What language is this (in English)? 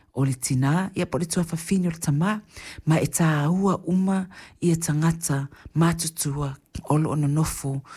Samoan